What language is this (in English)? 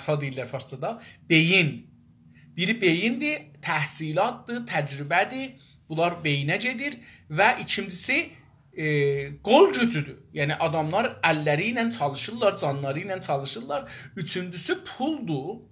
South Azerbaijani